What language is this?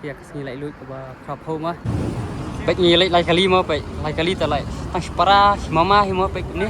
Khasi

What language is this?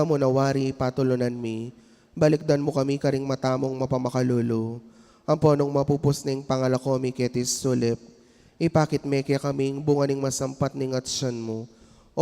Pampanga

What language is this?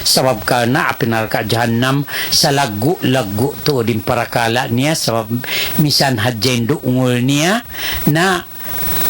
Tausug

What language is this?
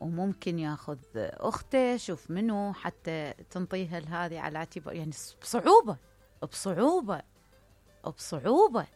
Mesopotamian Arabic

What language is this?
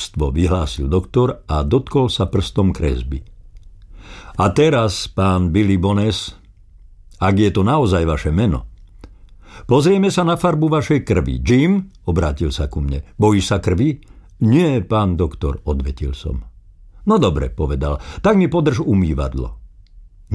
Slovak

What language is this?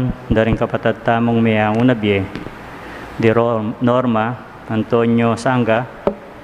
Pampanga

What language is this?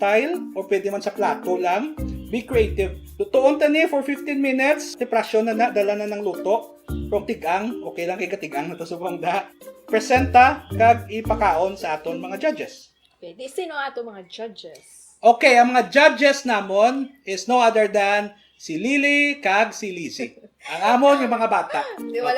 Hiligaynon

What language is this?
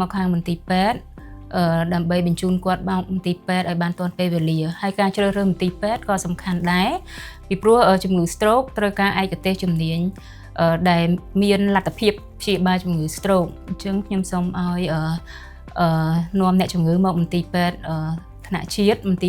Khmer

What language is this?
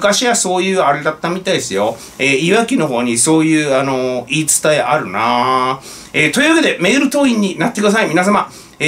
Japanese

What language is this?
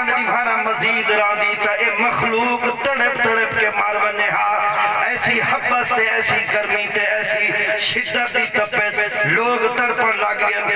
Saraiki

